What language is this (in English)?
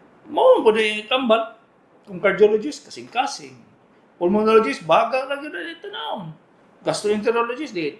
Cebuano